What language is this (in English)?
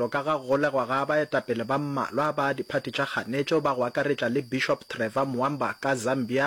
Northern Sotho